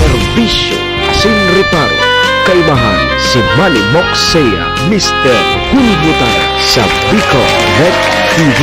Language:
Bikol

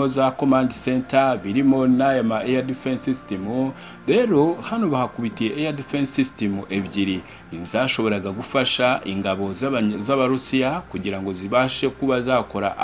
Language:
Kinyarwanda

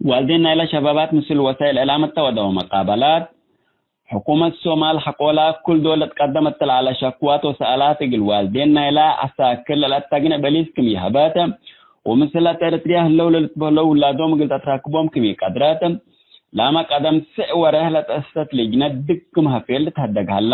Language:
Tigre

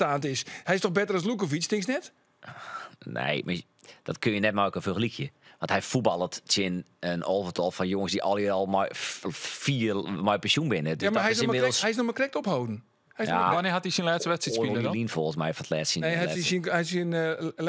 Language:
Western Frisian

